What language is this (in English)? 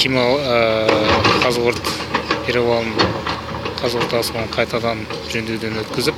Kazakh